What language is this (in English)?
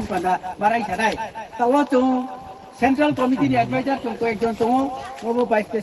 Riang (India)